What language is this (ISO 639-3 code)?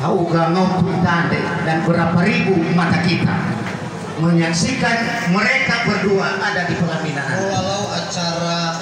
nia